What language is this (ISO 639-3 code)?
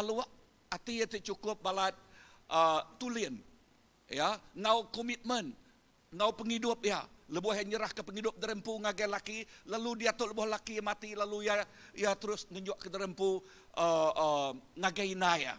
iba